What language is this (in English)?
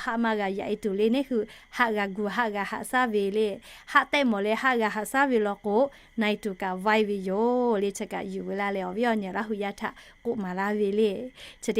Lahu